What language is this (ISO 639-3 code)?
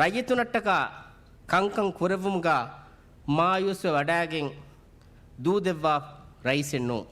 div